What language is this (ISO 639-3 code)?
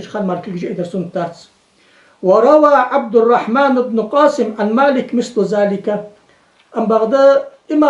inh